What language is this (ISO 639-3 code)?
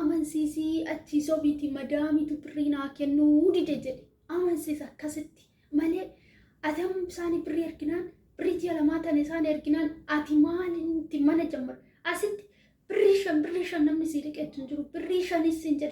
orm